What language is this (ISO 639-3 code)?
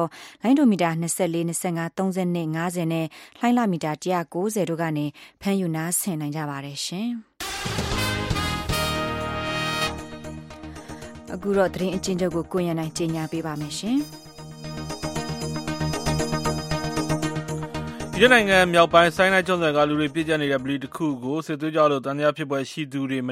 mya